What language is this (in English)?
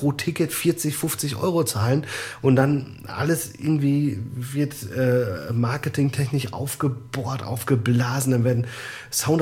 German